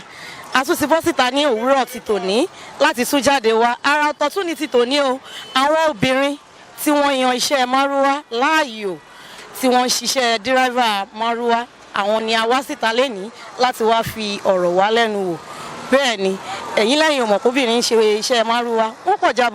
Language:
Yoruba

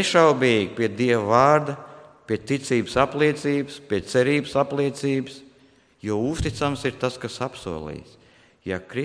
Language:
Latvian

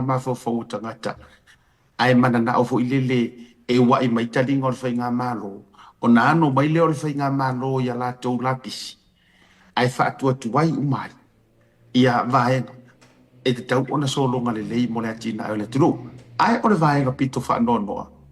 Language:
Samoan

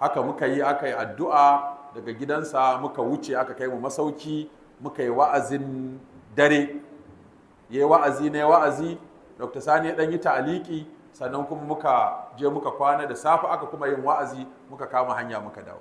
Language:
Hausa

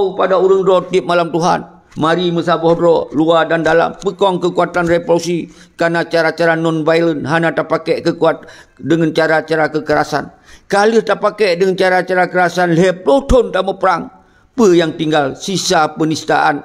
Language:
Achinese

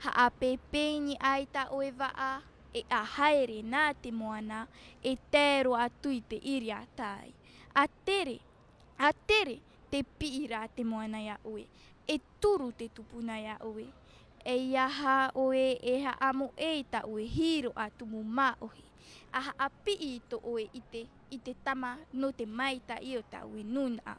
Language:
Tahitian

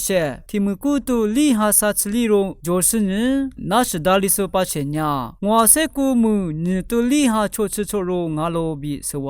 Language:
Lisu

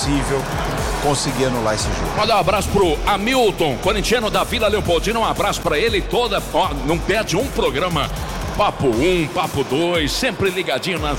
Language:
Portuguese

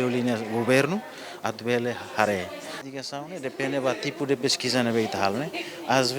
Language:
Tetum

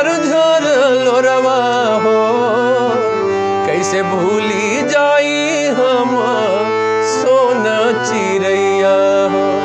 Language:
Bhojpuri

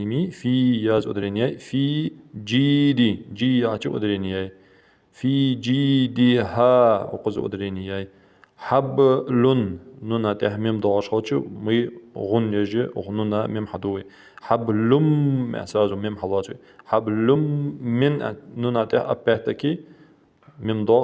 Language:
Ingush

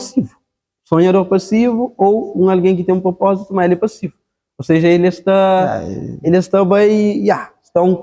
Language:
Kabuverdianu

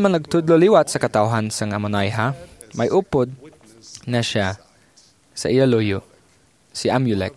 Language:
Hiligaynon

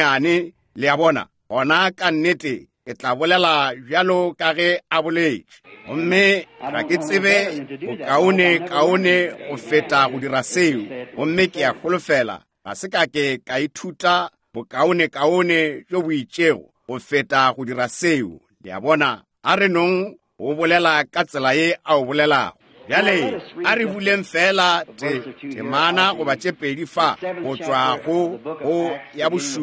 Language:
Northern Sotho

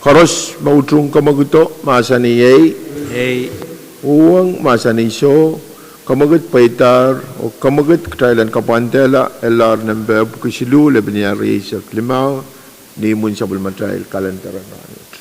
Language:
Pohnpeian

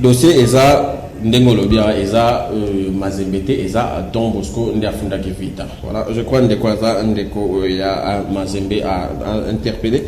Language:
Lingala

